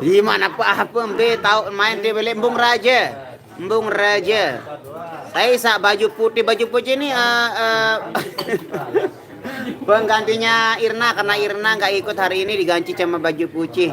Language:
Sasak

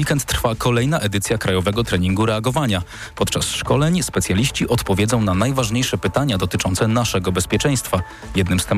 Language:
Polish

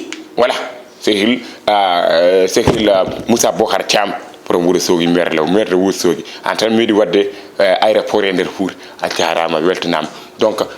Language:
Fula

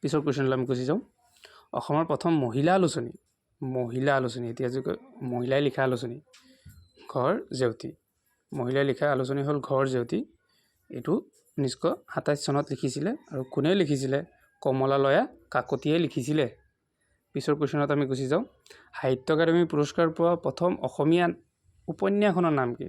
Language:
Assamese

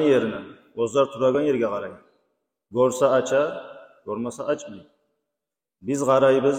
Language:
Kumyk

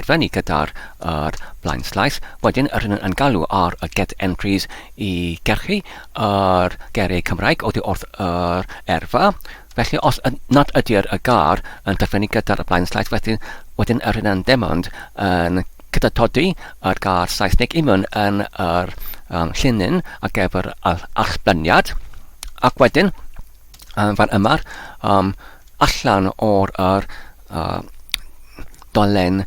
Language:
Welsh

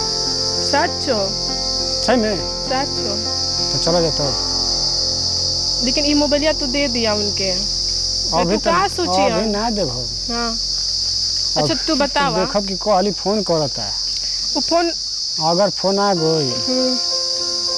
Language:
Bhojpuri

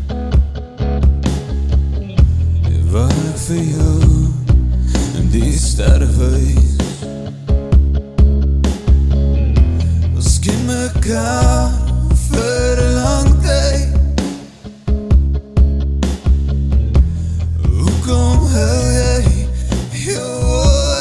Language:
Afrikaans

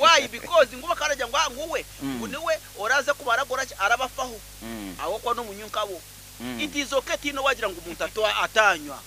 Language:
Nyankole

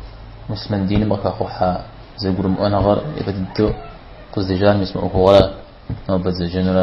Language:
Kabardian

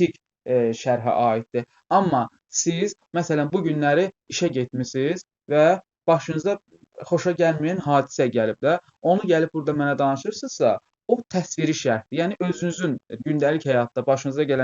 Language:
Azerbaijani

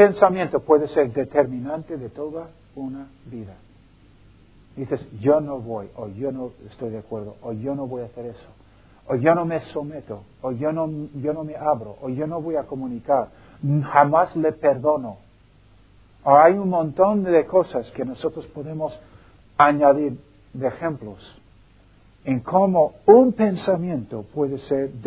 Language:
Spanish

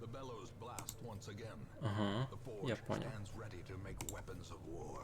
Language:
Rusyn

